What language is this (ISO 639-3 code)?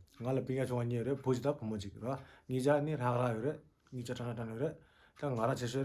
bod